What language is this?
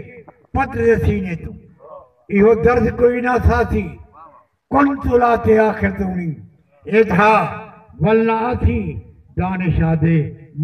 Saraiki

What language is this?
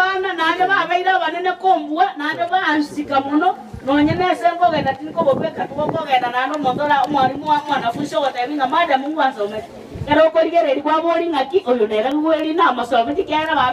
Gusii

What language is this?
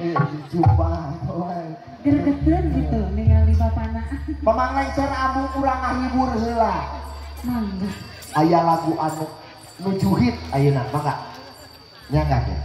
Sundanese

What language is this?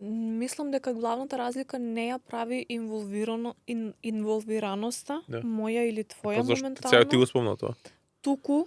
Macedonian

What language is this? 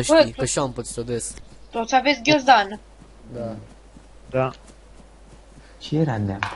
Romanian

